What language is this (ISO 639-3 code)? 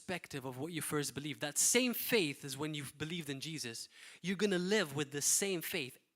eng